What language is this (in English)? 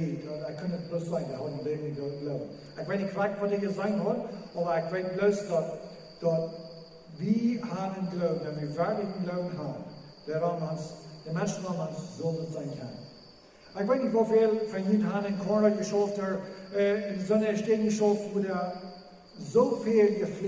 Plautdietsch